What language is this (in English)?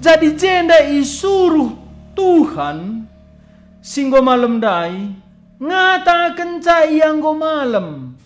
Batak Karo